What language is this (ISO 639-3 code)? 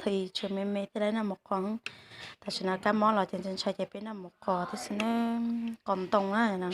hmn